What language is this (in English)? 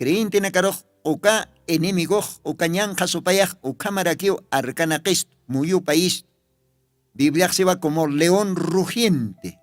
Aymara